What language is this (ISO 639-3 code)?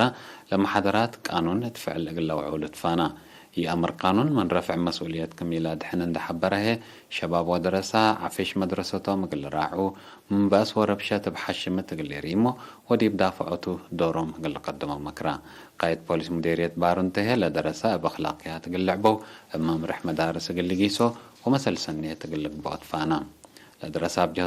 tig